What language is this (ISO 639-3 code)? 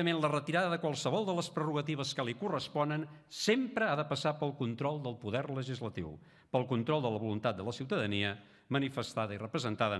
cat